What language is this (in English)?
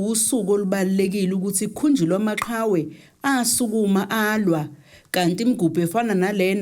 Zulu